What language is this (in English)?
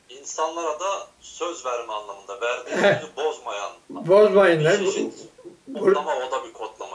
Turkish